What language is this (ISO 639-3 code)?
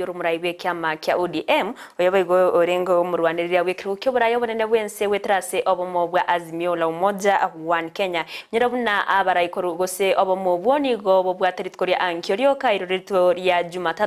guz